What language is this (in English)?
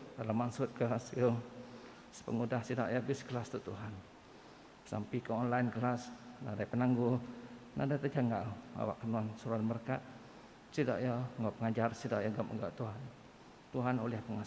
Iban